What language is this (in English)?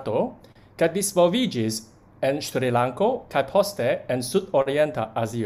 Esperanto